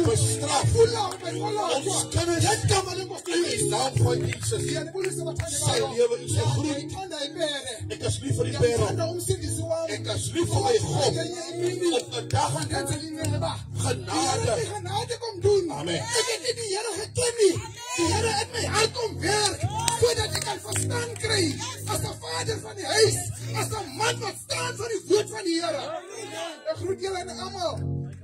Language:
Afrikaans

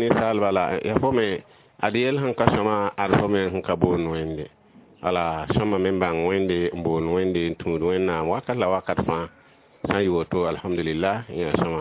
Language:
Mossi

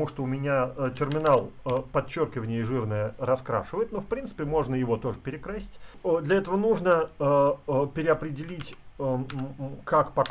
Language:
Russian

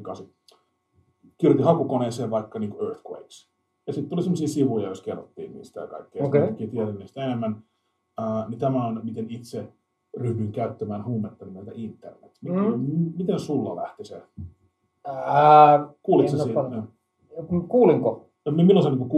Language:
Finnish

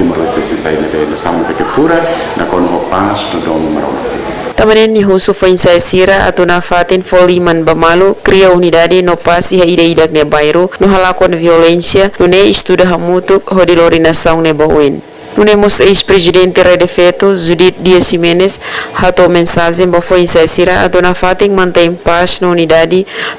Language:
Tetum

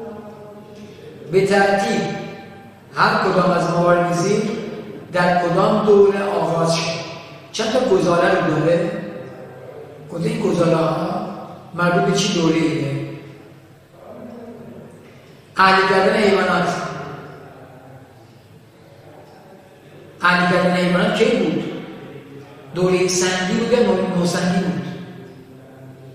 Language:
Persian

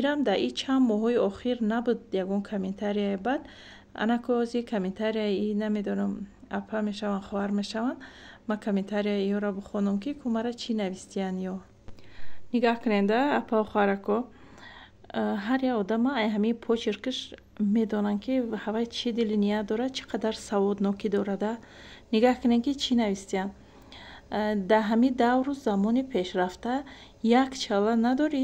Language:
Tajik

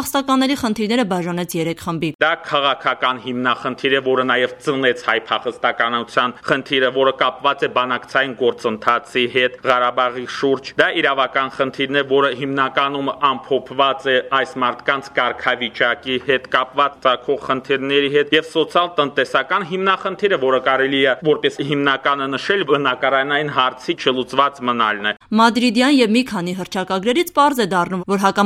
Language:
Armenian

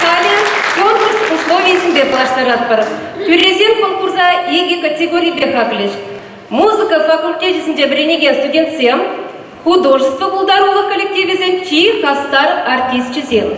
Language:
Chuvash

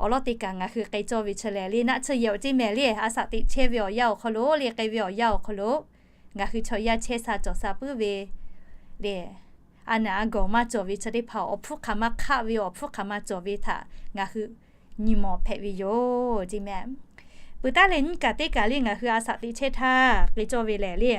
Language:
Lahu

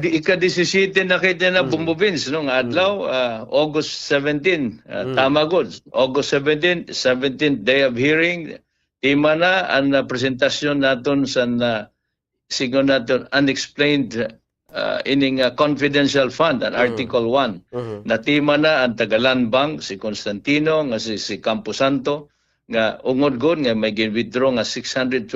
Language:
Waray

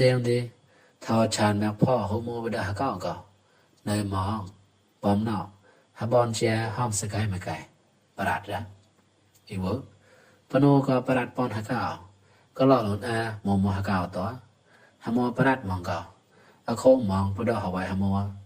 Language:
Mon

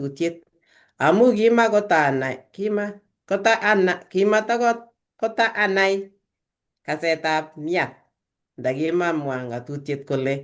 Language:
Kalenjin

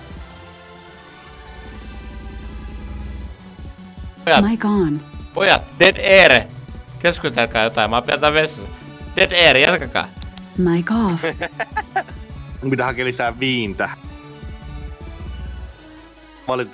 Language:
Finnish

